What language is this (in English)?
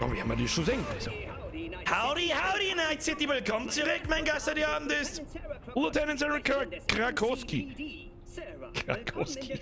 Bavarian